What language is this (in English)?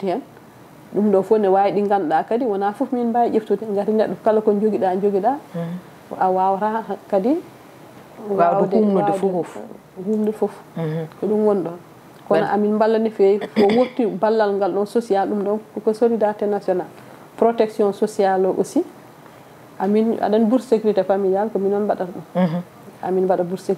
Fula